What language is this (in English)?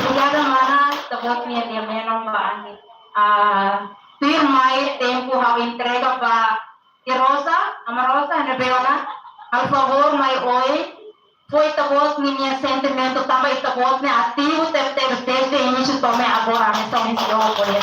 Tetum